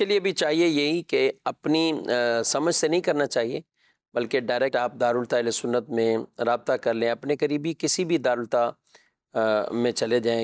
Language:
Urdu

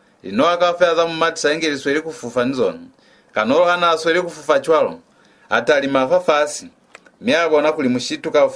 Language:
Lozi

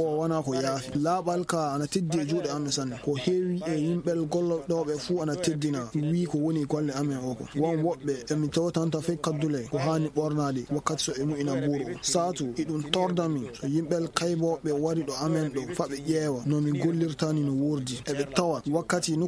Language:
Fula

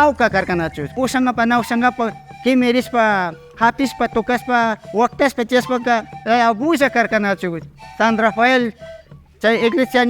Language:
Imbabura Highland Quichua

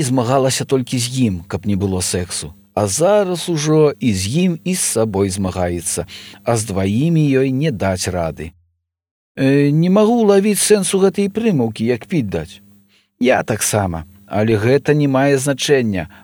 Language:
Belarusian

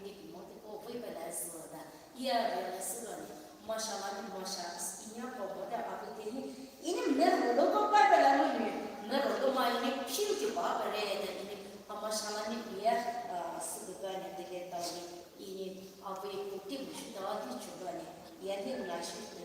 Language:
Poumei Naga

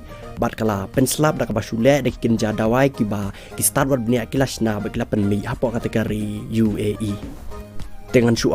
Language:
Khasi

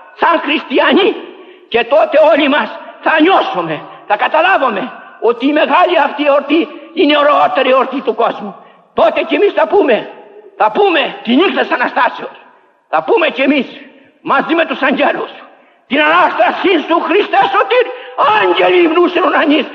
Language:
Greek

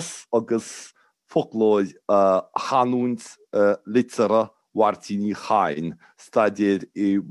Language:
Irish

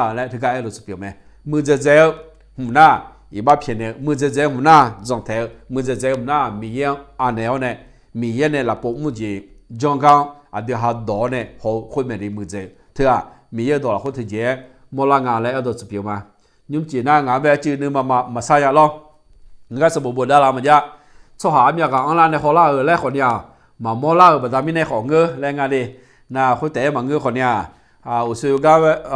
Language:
Akha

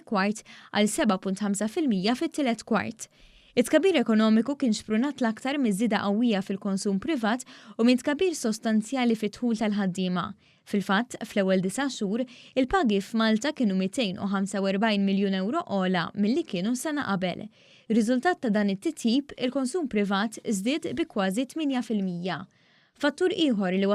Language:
Maltese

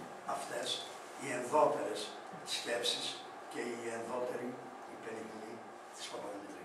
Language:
Greek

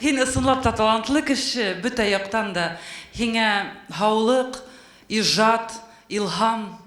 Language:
Bashkir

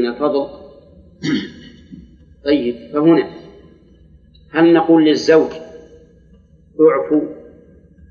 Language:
Arabic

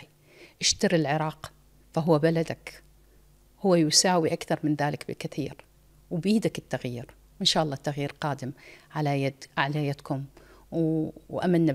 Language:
Mesopotamian Arabic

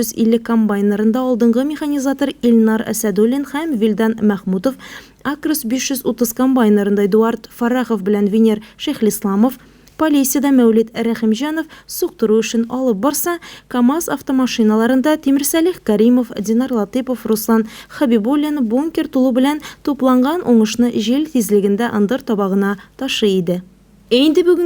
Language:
Tatar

